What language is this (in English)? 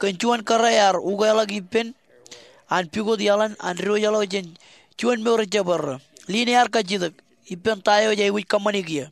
Marshallese